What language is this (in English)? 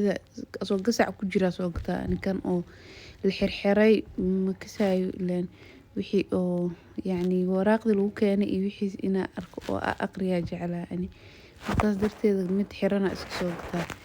Somali